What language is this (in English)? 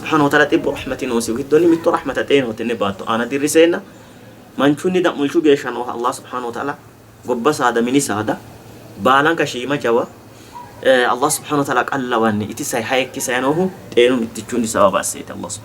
Sidamo